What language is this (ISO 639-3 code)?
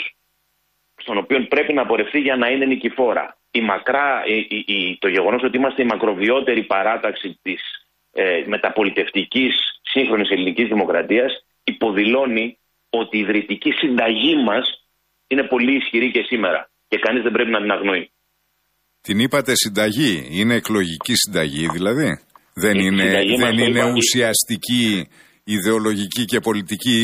ell